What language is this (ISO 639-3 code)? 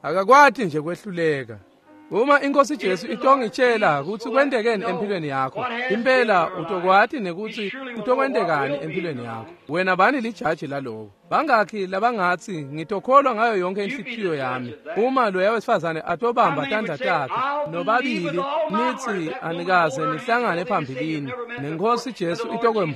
ssw